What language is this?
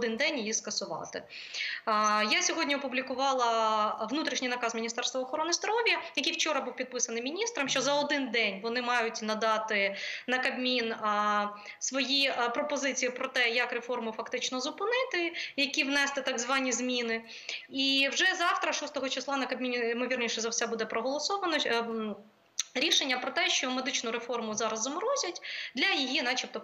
Ukrainian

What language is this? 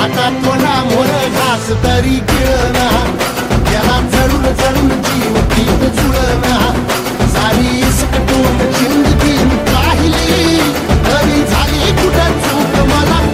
Marathi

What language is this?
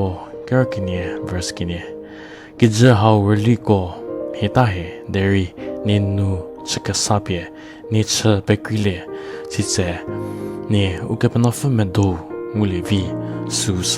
Angami Naga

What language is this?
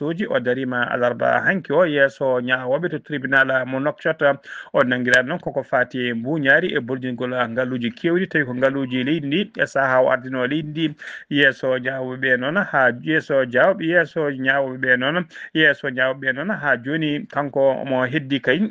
Fula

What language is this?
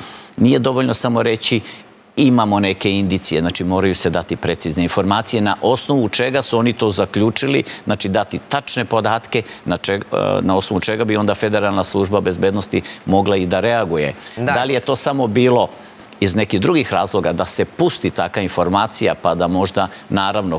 Serbian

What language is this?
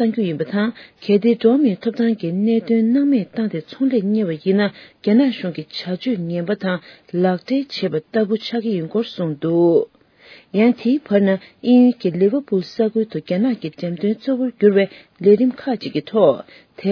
Tibetan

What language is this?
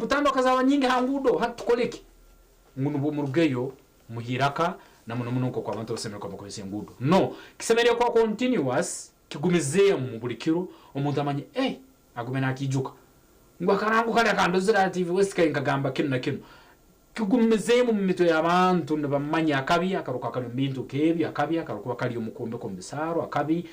Nyankole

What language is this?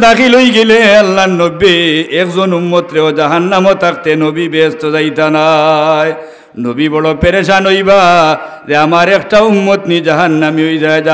Sylheti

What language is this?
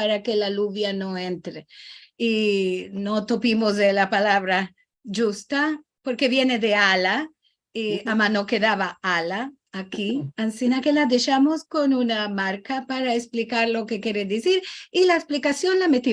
Ladino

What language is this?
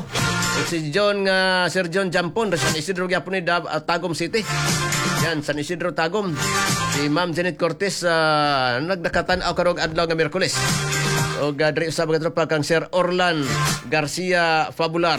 Cebuano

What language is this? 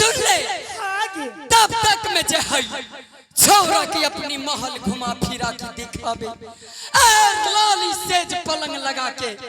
Angika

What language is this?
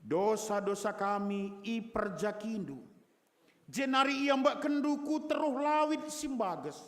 Batak Karo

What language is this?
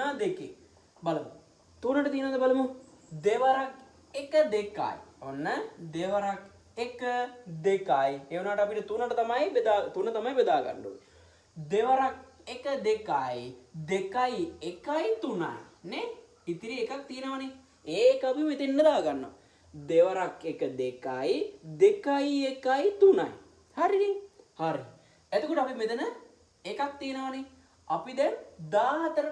Sinhala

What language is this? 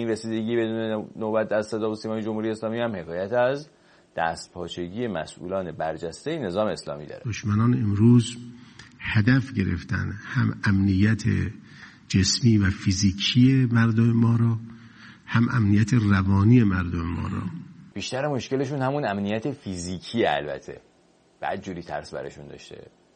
Persian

